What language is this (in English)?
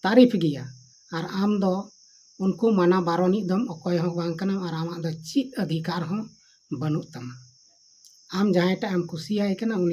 Santali